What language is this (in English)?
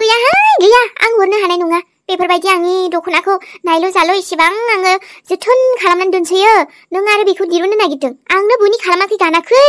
Bodo